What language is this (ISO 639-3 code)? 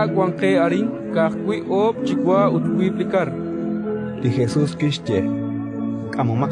kek